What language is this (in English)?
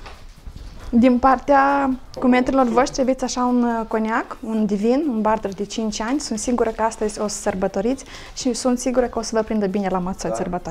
Romanian